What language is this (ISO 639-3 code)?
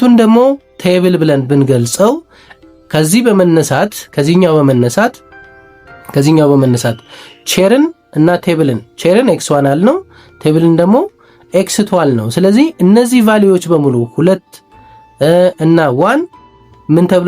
amh